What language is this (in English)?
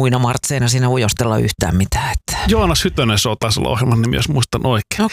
Finnish